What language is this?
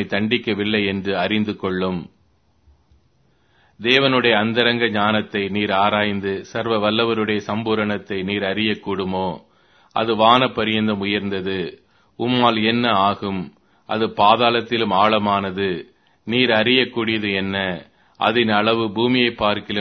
Tamil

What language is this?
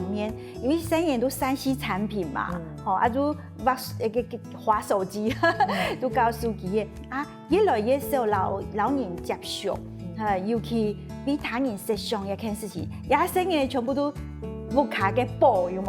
Hakka Chinese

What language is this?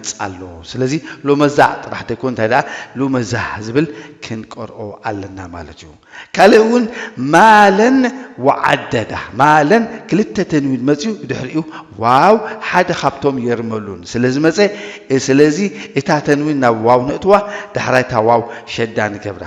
Tigrinya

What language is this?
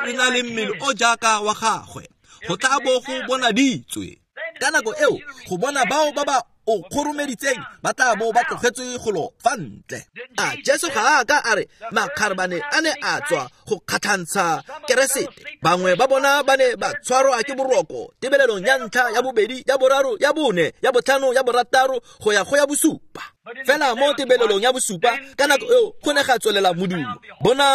Tswana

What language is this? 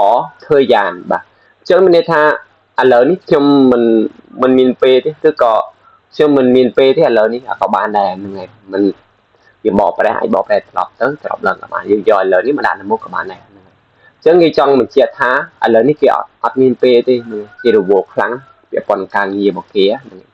Khmer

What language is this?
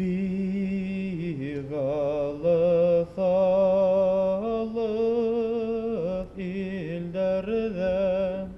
Bashkir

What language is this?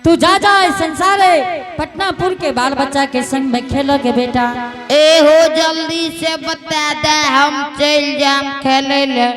Angika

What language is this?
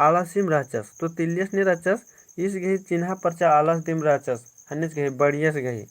Kurukh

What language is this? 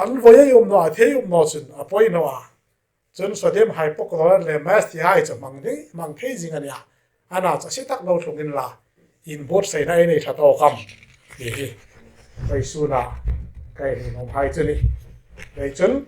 Hmar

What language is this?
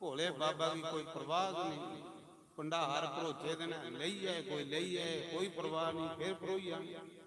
Dogri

